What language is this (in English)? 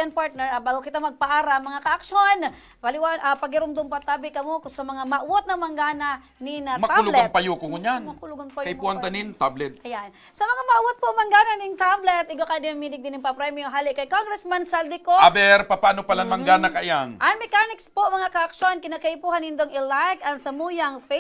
Bikol